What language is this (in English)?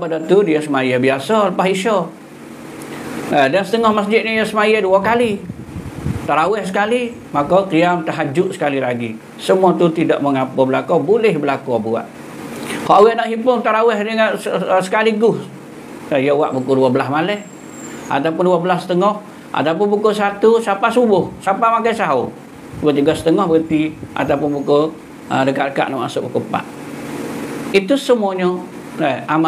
Malay